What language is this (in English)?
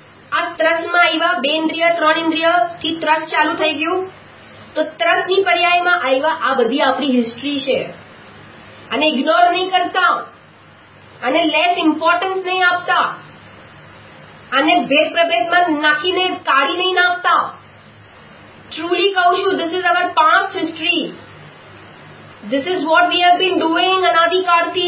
Gujarati